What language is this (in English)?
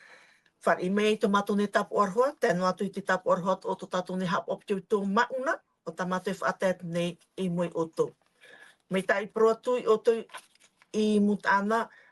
Tahitian